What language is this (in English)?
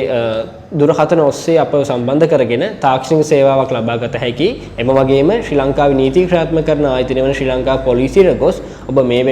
Sinhala